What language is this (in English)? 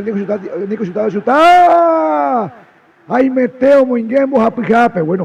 Guarani